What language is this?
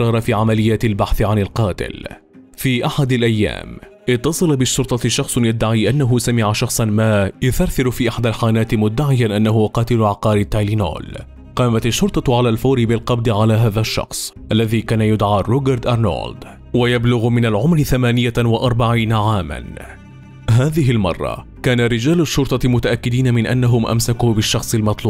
Arabic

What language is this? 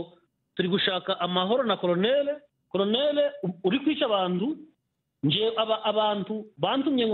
Kinyarwanda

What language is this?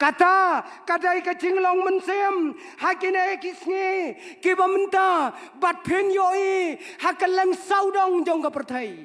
Khasi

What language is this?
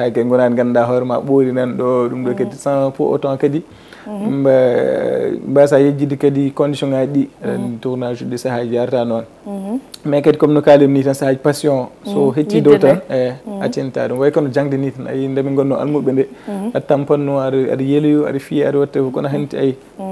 Fula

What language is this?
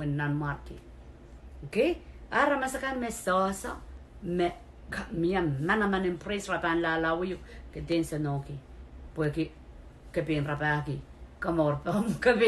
Pohnpeian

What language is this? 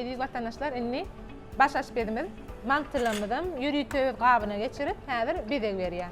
Turkmen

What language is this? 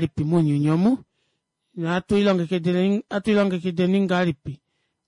Kuanyama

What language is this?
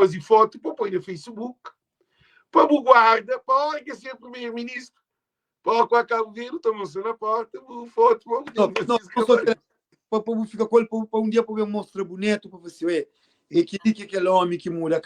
Kabuverdianu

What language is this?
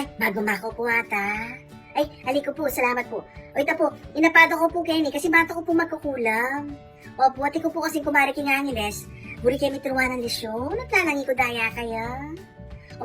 Pampanga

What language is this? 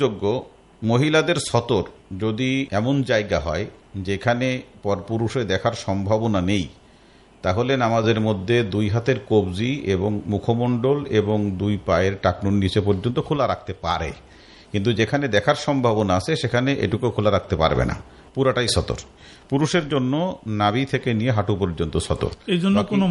Bangla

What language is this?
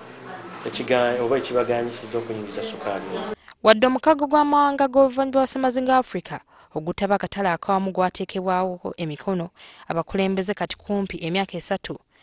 Ganda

